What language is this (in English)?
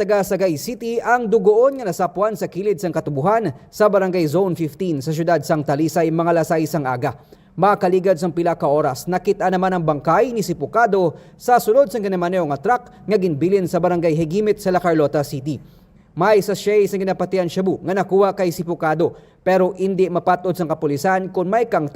Hiligaynon